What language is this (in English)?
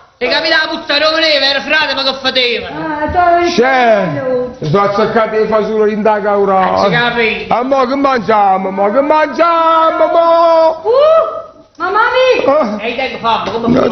Neapolitan